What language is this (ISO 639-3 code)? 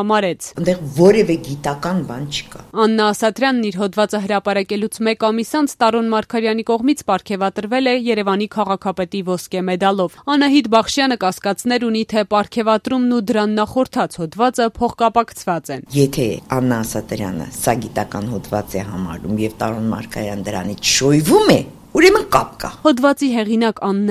hye